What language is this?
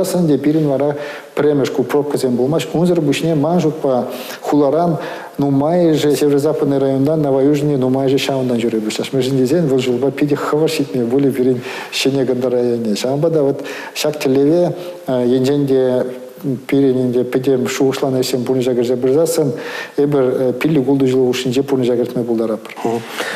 Chuvash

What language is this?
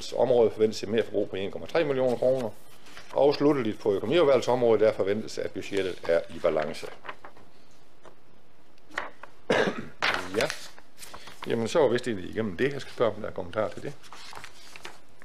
Danish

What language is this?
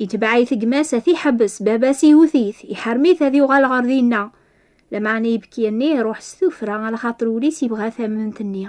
Kabyle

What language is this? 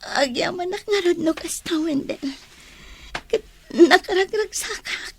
Iloko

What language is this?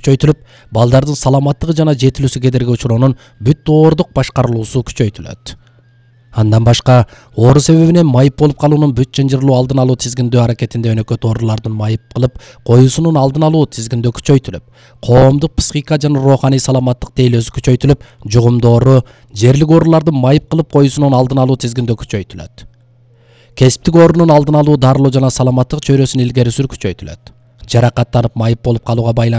Kyrgyz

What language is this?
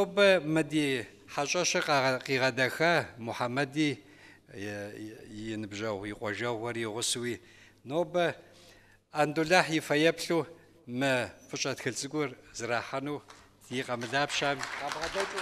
Kabardian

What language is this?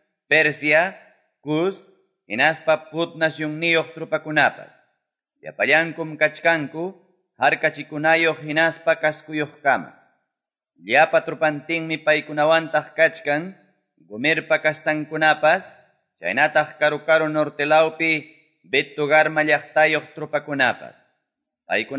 Quechua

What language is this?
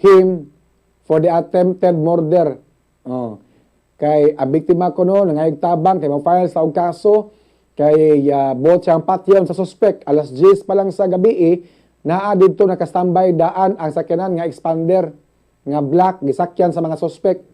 Cebuano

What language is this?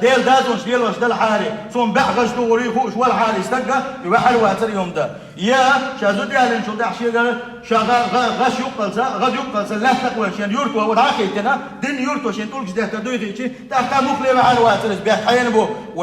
Chechen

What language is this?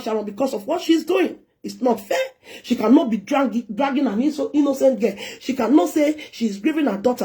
Nigerian Pidgin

